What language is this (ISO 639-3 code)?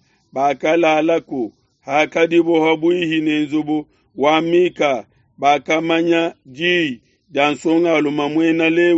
lua